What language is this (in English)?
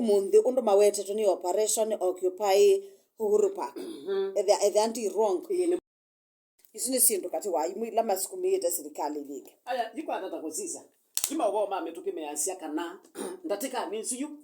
Kamba